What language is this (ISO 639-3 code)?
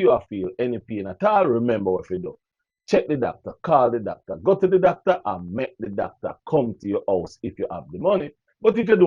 jam